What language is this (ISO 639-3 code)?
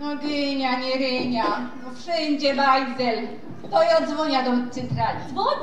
szl